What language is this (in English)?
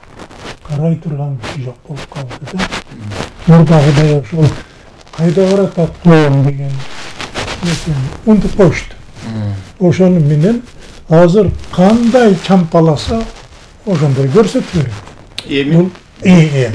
Kyrgyz